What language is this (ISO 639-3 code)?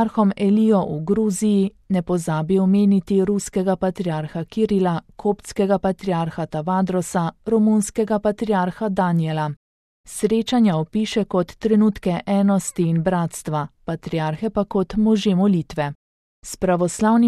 slv